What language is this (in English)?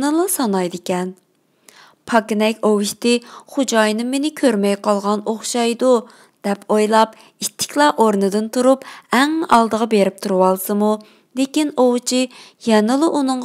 Uyghur